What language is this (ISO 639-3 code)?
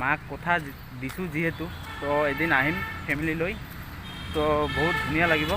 asm